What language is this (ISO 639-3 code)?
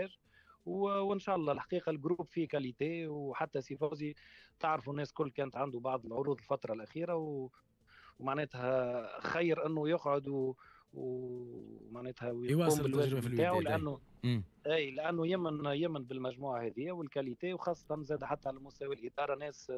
aeb